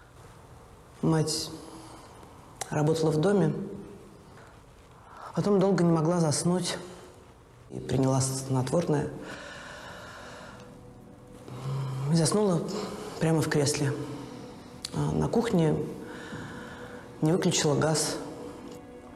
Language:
Russian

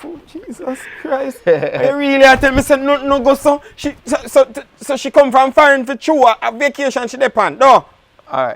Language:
Jamaican Creole English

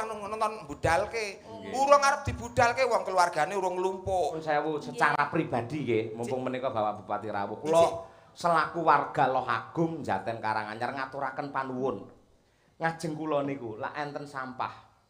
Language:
Javanese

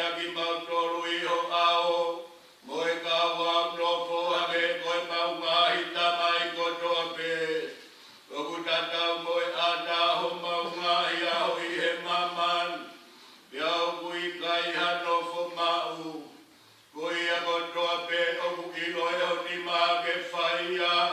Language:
Tongan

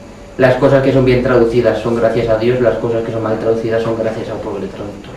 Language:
Aragonese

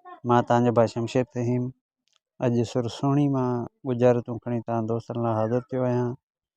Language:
Sindhi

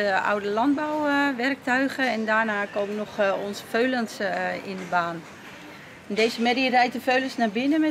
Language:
Western Frisian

